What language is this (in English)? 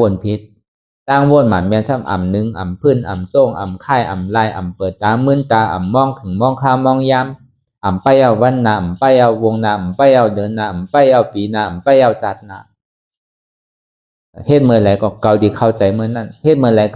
Shan